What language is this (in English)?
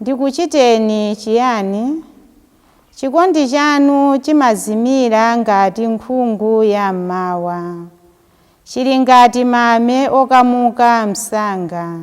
Nyanja